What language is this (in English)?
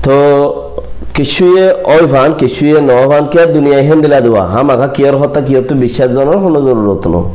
Rohingya